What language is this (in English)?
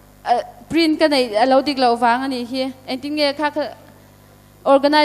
Hakha Chin